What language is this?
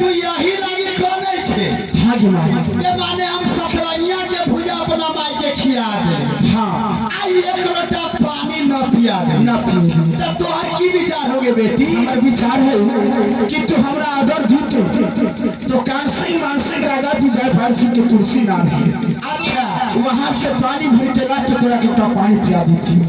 Maithili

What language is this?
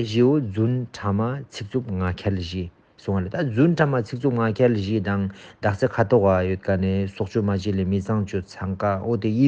Ladakhi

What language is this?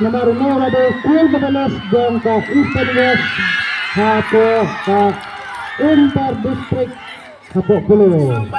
Khasi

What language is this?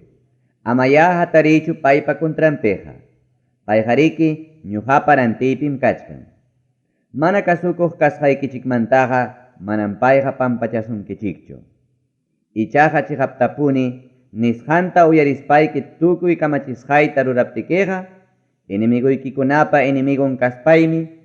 Ayacucho Quechua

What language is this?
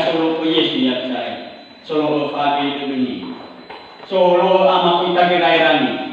Nias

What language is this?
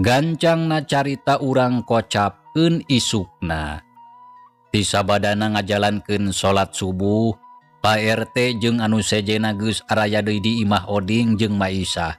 Sundanese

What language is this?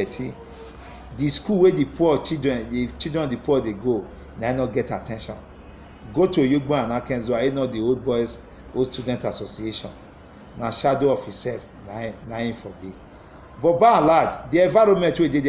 Nigerian Pidgin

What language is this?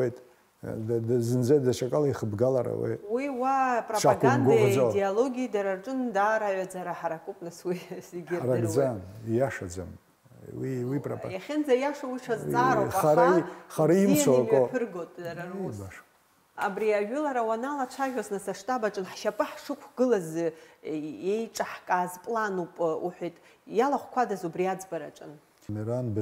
Abkhazian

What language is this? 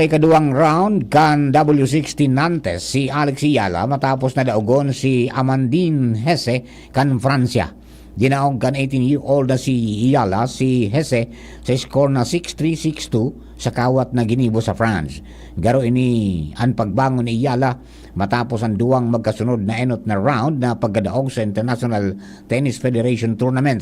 Bikol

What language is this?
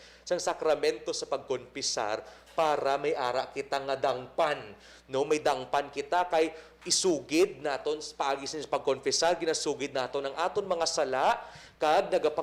Hiligaynon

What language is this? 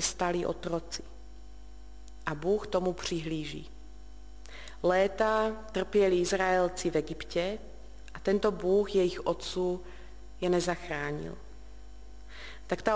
Czech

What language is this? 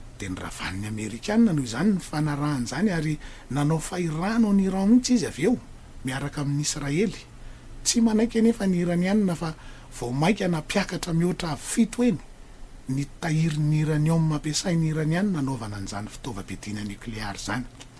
Malagasy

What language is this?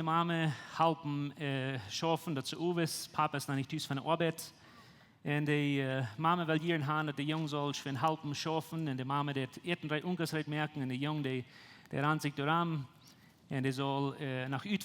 Plautdietsch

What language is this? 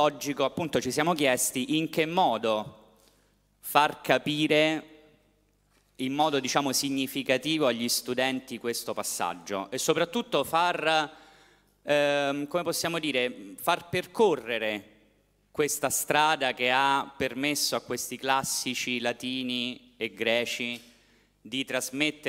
Italian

